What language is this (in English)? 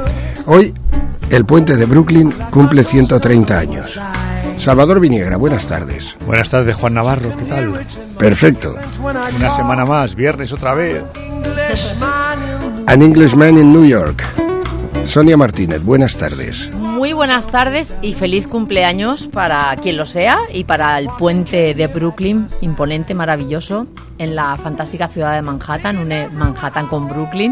Spanish